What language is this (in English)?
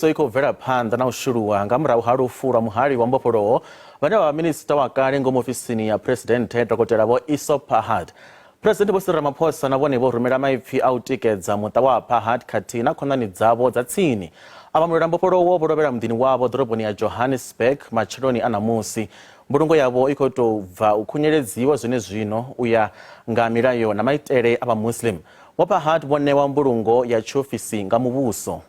Venda